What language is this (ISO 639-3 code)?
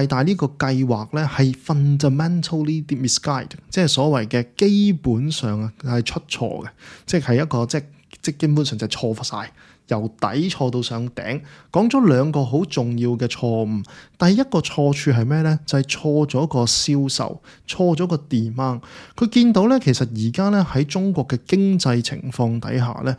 yue